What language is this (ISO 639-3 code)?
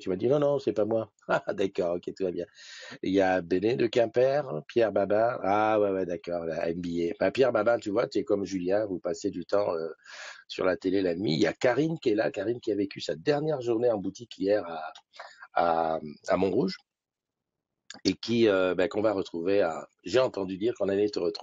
fra